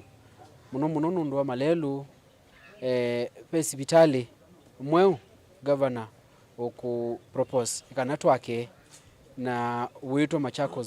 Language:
Kamba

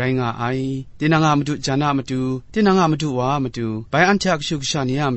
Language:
Kachin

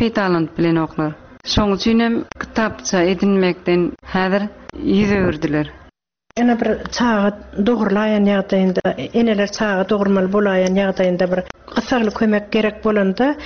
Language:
Turkmen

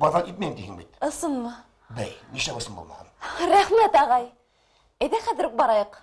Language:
Bashkir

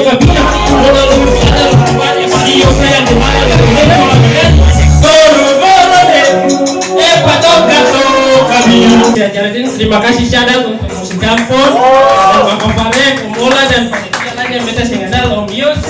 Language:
Ambonese Malay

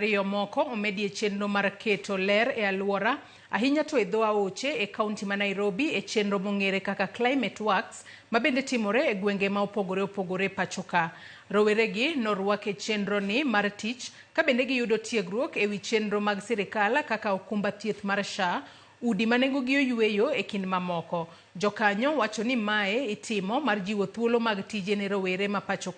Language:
Luo (Kenya and Tanzania)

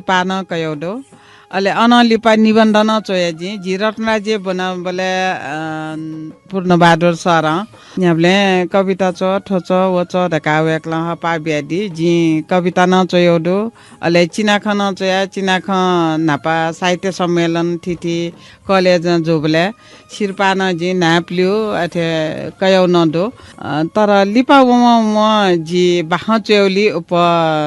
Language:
Newari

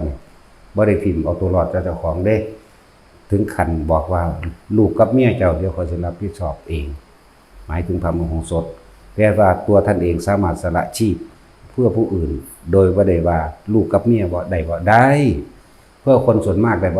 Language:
Northeastern Thai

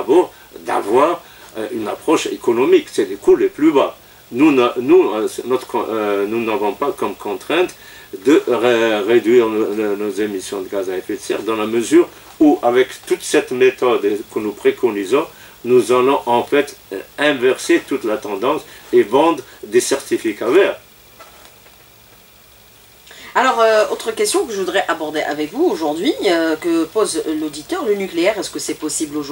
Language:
French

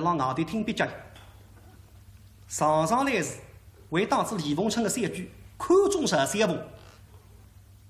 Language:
Wu Chinese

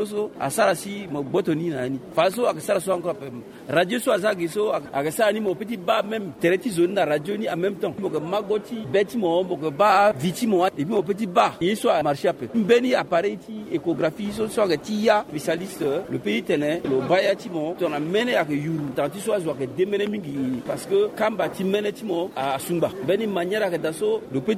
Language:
Sango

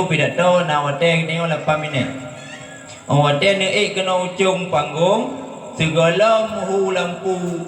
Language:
Achinese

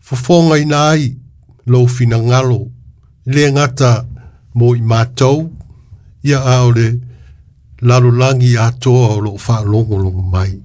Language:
Samoan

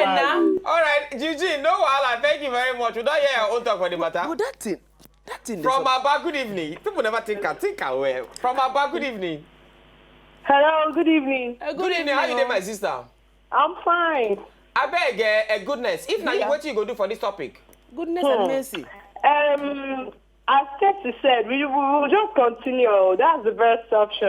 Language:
Nigerian Pidgin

